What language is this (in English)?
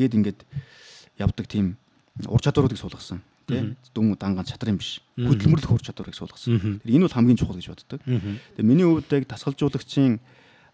Mongolian